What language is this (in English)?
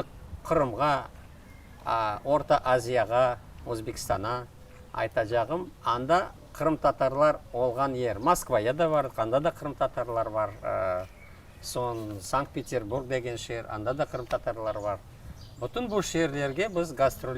Crimean Tatar